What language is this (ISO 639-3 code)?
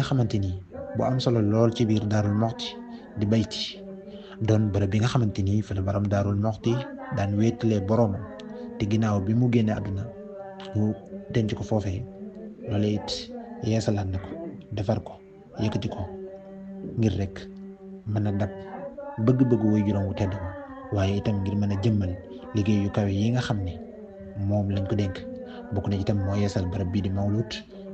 wol